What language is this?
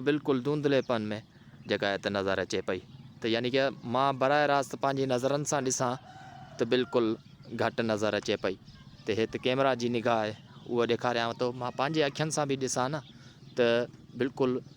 Sindhi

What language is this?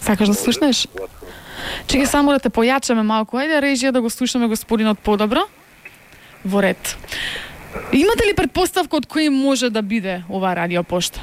Macedonian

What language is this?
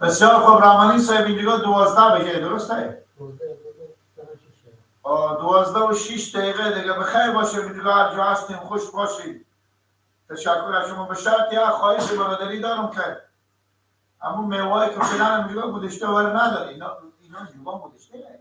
Persian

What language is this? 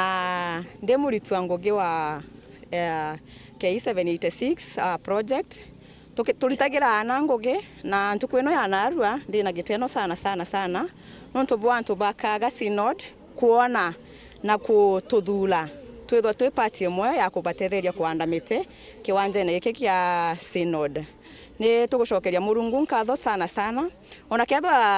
Meru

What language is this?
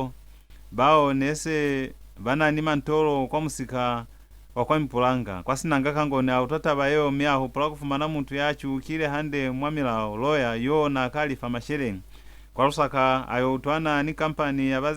Lozi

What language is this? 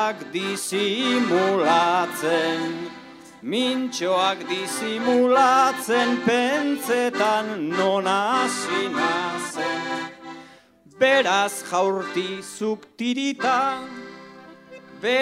Basque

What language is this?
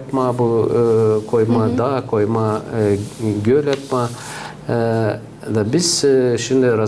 Gagauz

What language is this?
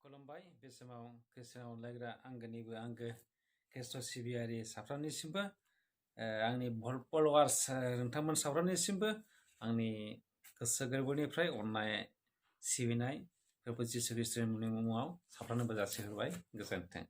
Bodo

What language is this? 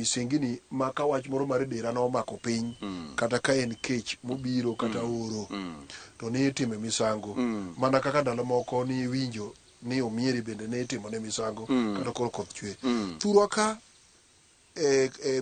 Luo (Kenya and Tanzania)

